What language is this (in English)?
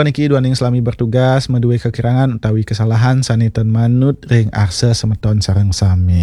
Balinese